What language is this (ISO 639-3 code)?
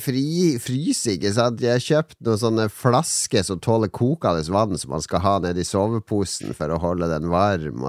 nor